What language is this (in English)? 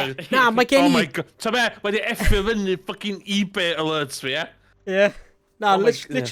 Welsh